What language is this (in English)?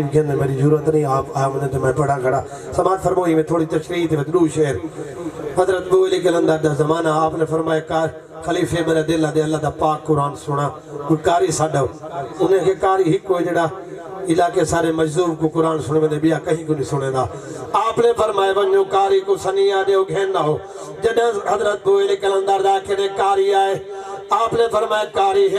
Saraiki